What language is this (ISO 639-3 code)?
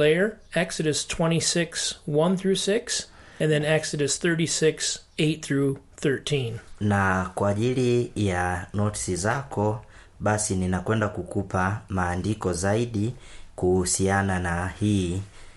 swa